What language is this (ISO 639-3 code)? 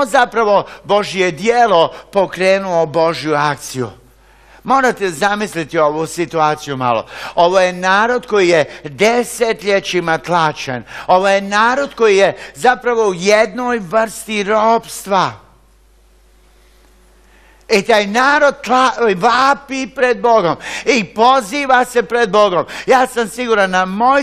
hrv